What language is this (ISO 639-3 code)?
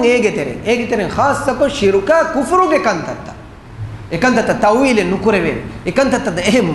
div